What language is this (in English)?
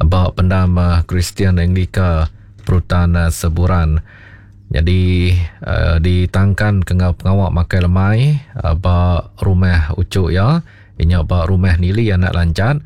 Iban